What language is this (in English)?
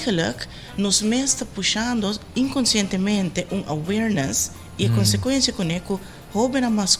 Papiamento